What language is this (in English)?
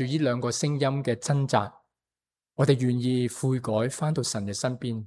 Cantonese